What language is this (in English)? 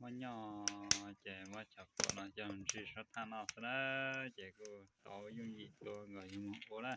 Hmong